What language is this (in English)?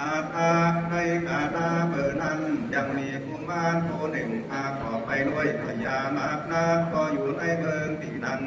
Lü